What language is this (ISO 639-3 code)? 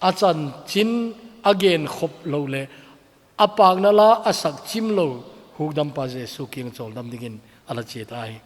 tcz